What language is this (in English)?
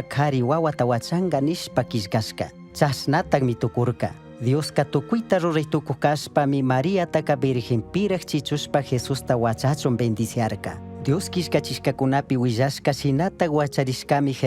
Chimborazo Highland Quichua